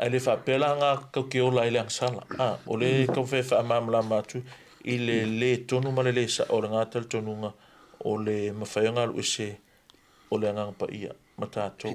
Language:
Samoan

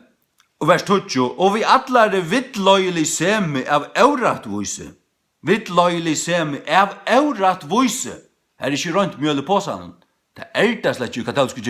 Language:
Faroese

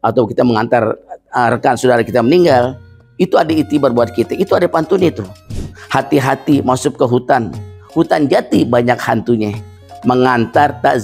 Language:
Betawi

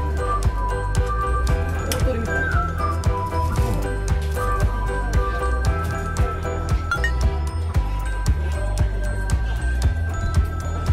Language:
Japanese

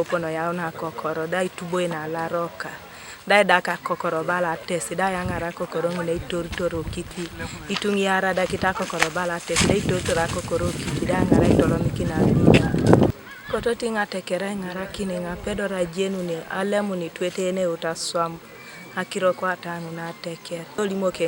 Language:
Teso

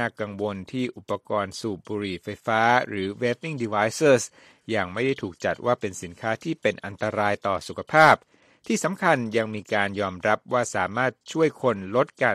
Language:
Thai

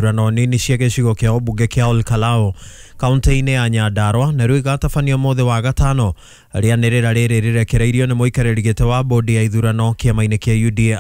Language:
Kikuyu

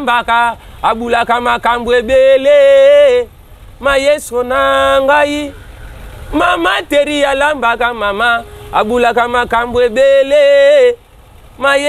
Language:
Lingala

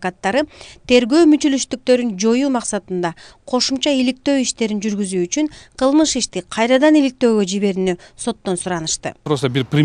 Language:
Kyrgyz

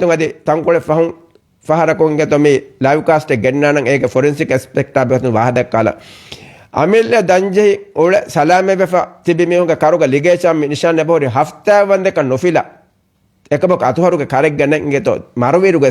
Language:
Divehi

